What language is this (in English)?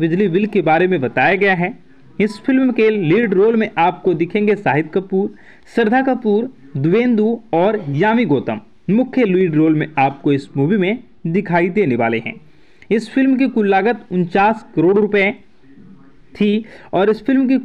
Hindi